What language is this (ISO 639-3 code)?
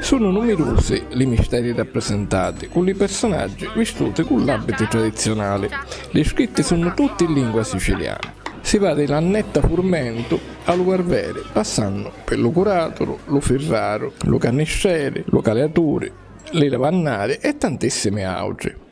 scn